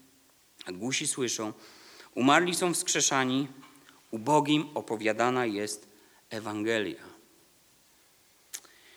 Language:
Polish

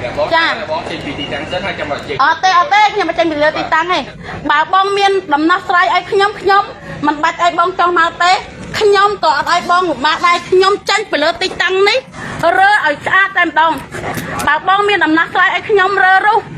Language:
Khmer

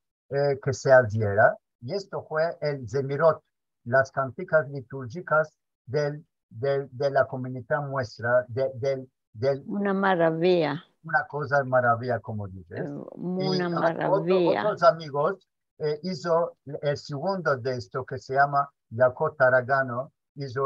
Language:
Ladino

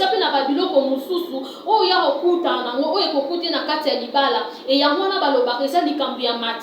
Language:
Lingala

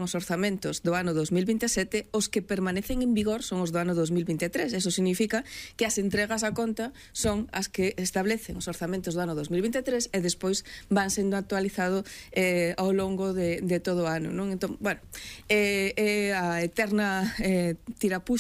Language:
Galician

